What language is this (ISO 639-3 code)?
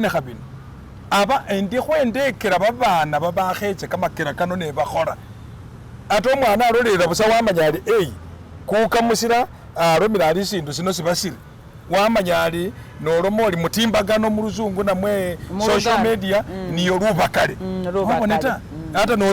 myx